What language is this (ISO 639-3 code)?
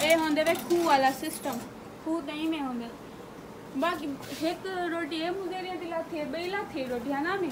skr